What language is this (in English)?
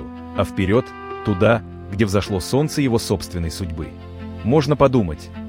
Russian